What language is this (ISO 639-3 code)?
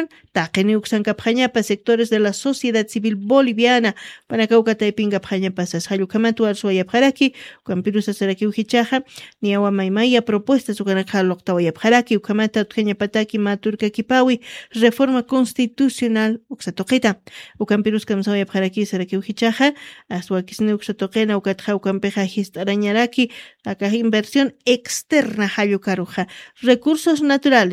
aym